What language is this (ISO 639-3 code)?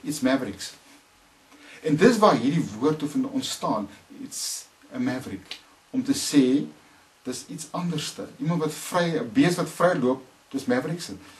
afr